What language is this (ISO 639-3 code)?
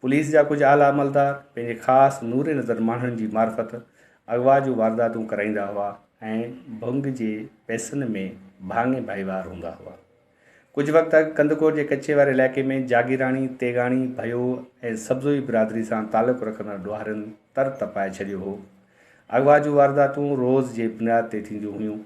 snd